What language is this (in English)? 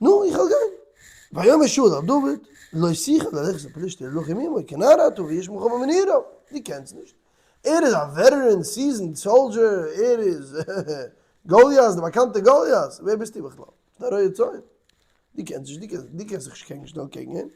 Yiddish